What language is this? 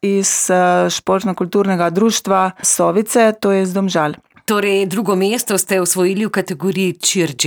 Slovenian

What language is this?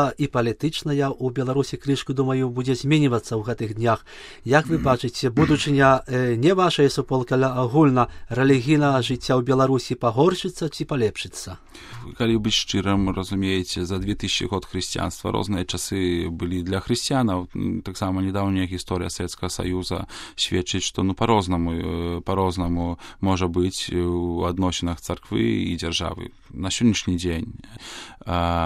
Belarusian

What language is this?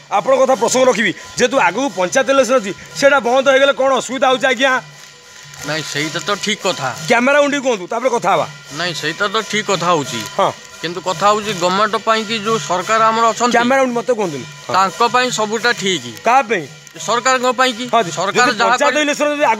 Odia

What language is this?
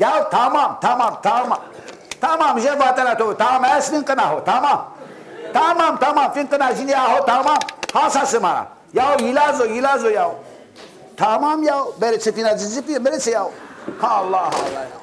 Zaza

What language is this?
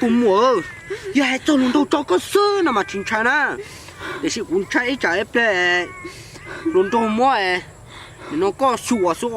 Hmong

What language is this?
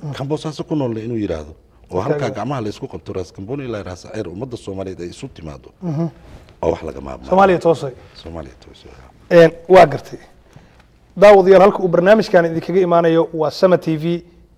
Somali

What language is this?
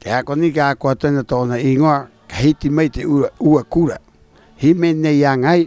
Rapanui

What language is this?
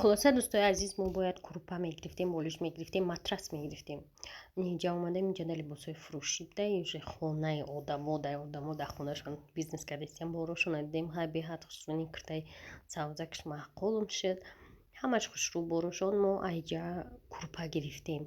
Tajik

